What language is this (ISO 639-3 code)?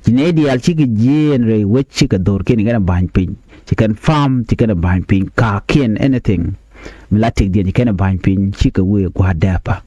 nus